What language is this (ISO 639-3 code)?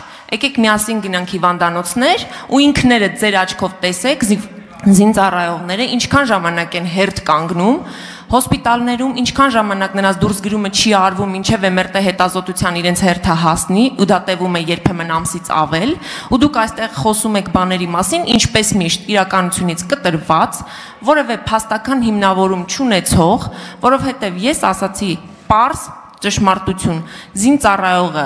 hye